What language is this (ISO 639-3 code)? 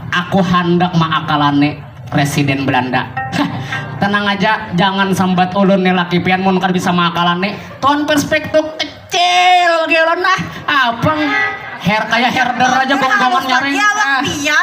bjn